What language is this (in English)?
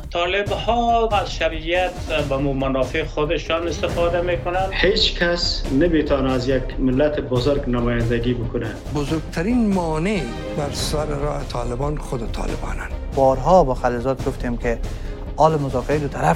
Persian